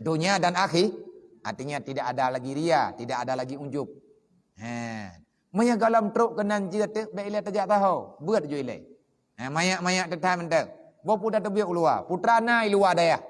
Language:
Achinese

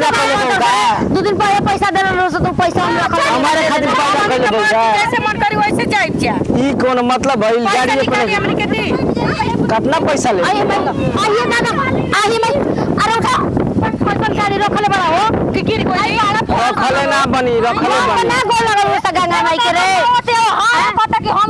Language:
Bhojpuri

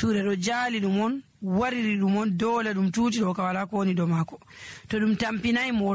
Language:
Nigerian Fulfulde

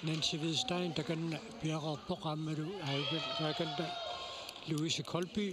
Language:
Kalaallisut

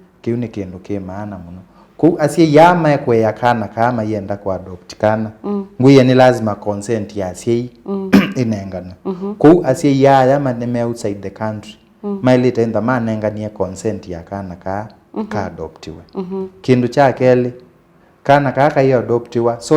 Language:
Kamba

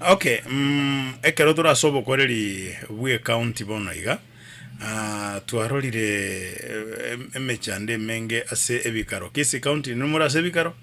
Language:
Gusii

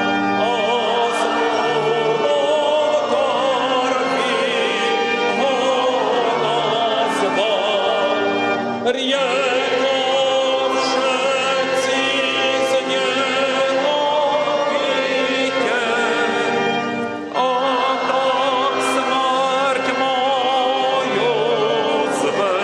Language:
Slovak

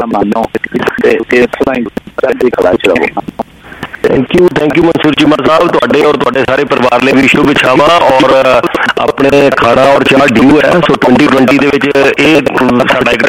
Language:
Punjabi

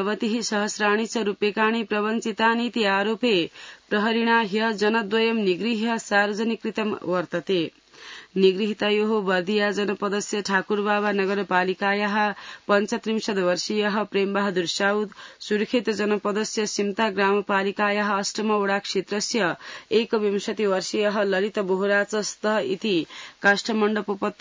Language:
Sanskrit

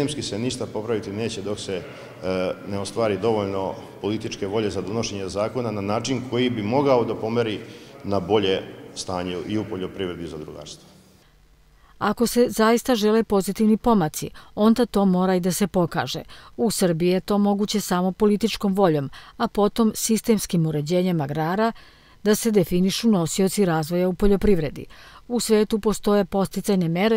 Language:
Serbian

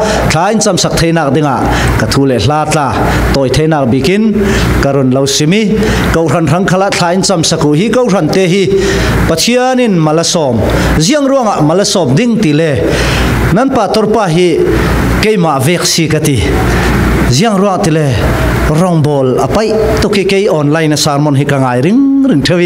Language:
Falam Chin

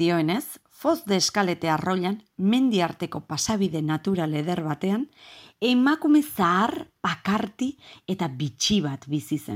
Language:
Basque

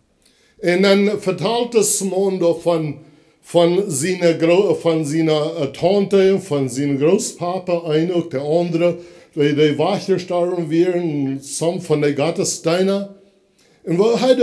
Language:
Plautdietsch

